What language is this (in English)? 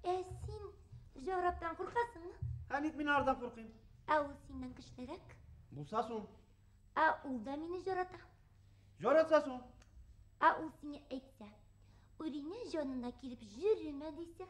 Bashkir